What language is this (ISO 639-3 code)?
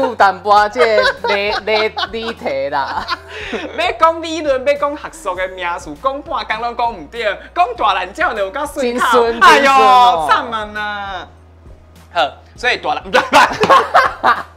nan